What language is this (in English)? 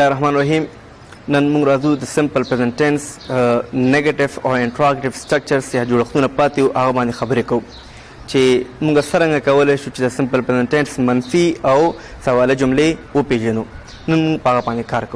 Pashto